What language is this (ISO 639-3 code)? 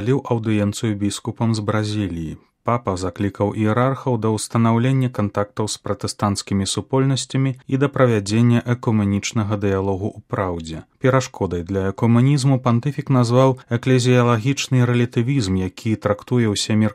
bel